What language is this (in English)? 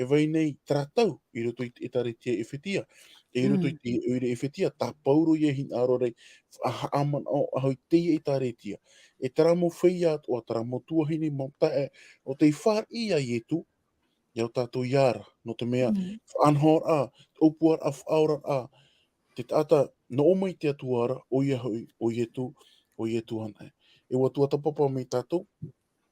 Tahitian